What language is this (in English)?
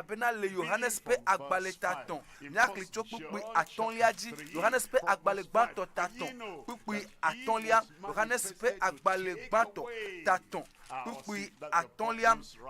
Ewe